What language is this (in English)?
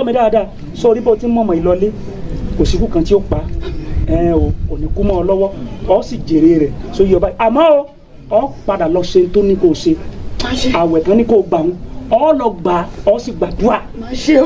Yoruba